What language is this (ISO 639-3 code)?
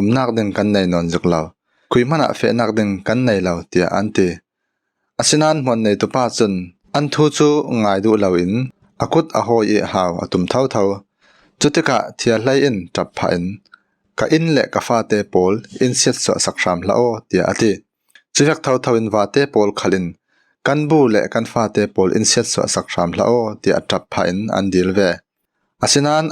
cfm